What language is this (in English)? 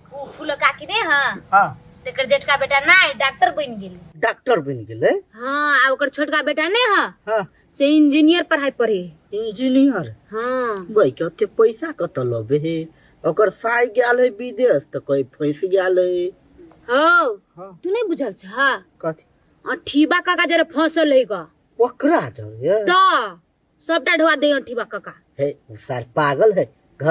Maithili